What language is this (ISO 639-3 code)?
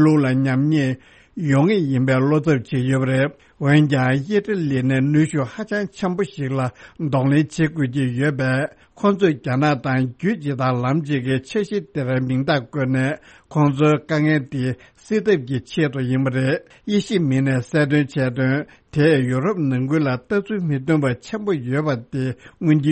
bod